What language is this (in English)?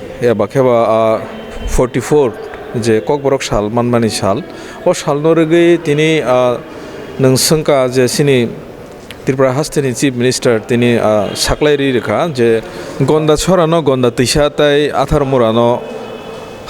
Kok Borok